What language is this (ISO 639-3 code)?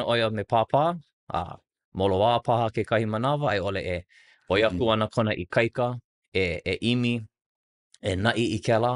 haw